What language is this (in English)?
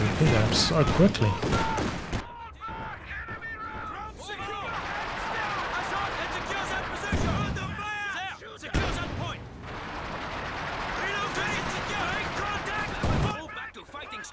English